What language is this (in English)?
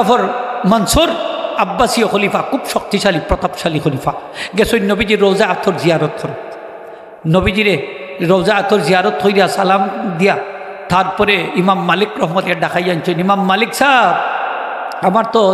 Sylheti